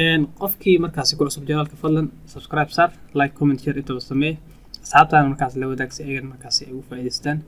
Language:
Somali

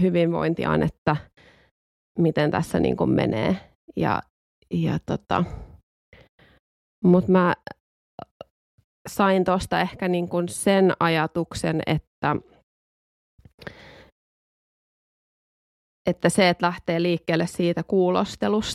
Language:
Finnish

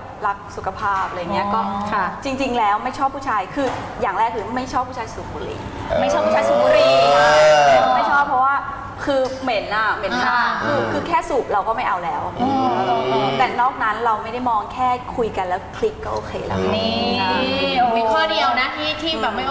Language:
Thai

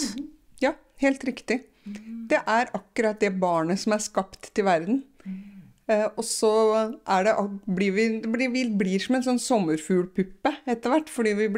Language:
Norwegian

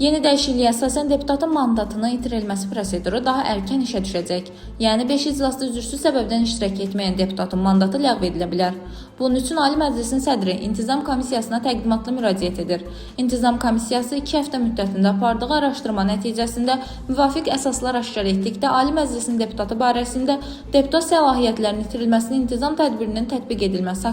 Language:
Azerbaijani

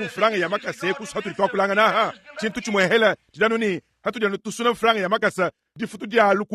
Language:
Luba-Lulua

